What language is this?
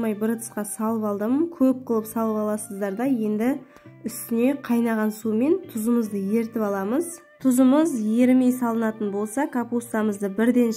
Kazakh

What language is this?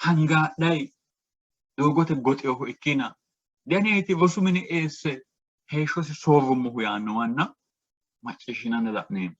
Sidamo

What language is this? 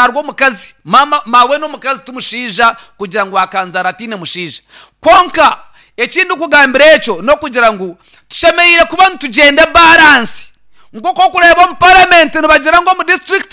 Nyankole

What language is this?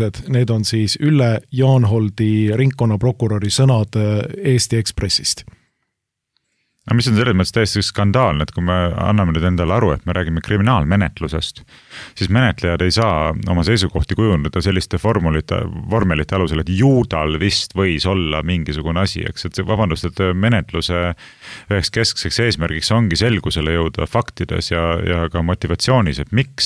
Estonian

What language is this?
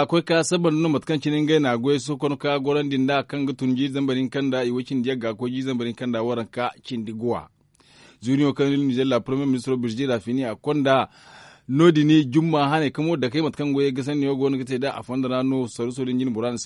Zarma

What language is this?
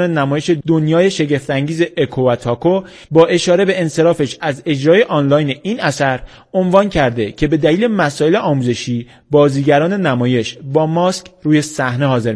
Persian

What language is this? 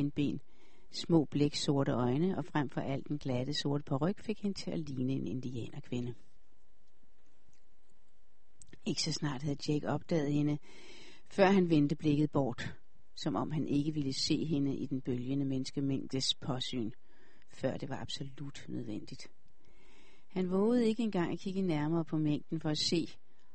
Danish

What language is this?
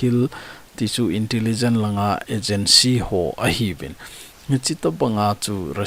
Thado Chin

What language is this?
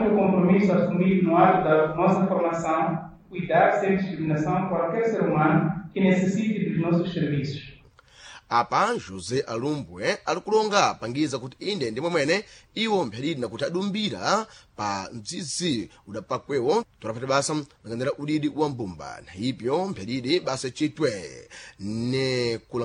Sena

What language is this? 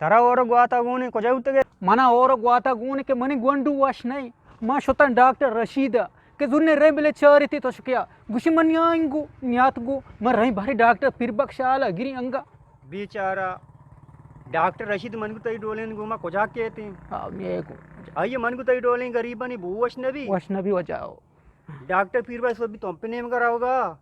Eastern Balochi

